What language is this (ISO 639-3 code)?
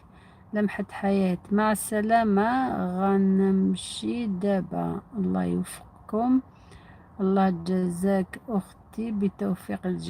arq